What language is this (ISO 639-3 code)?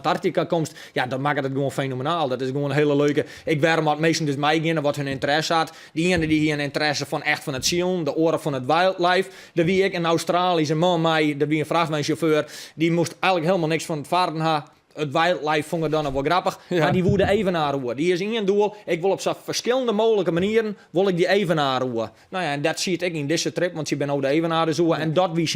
fry